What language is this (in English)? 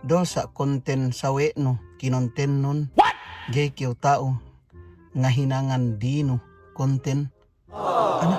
Yakan